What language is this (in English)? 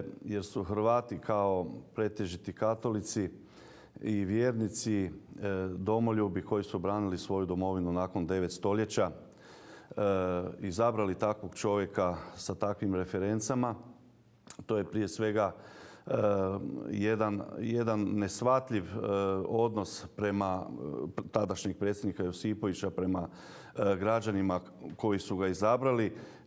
Croatian